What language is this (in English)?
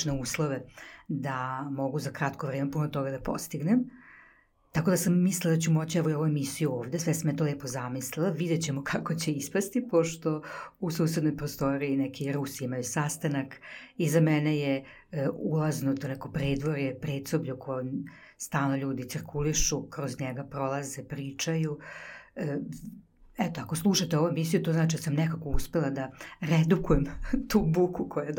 Serbian